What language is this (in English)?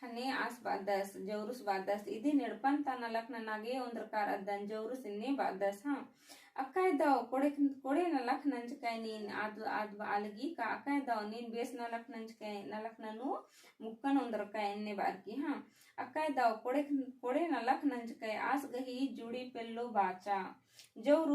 Kurukh